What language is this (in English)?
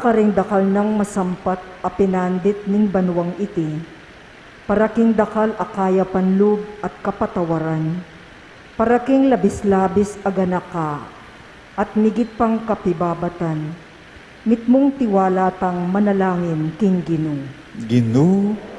Pampanga